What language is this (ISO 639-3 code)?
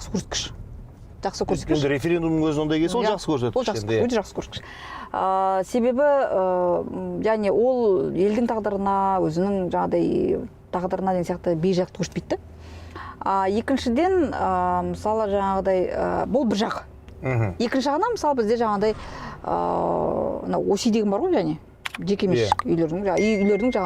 kaz